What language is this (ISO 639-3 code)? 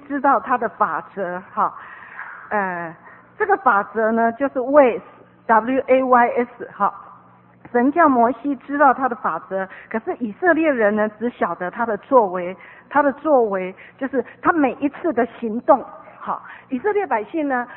zho